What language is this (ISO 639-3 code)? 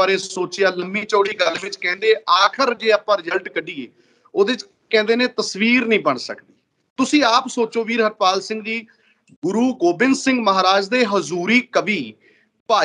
pan